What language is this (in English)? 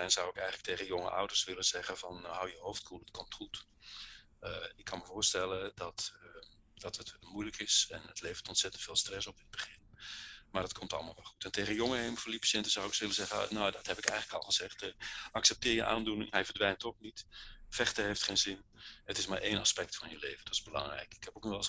Dutch